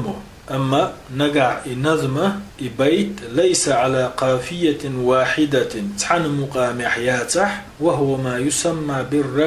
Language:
Chechen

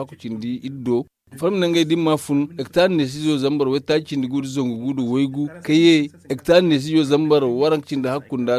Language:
Zarma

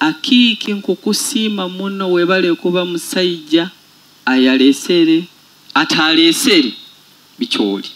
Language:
Nyoro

